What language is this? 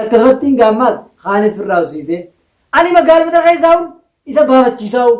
Oromo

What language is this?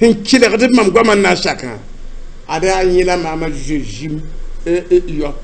Mossi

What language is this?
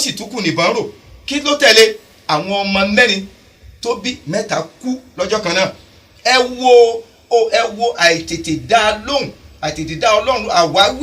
Yoruba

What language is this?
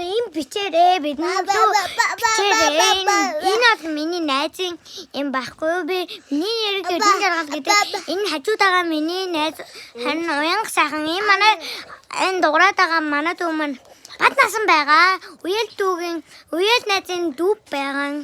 Mongolian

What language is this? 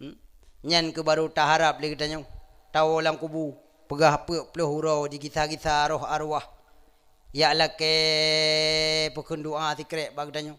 Achinese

